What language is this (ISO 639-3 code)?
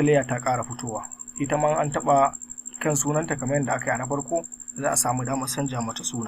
hau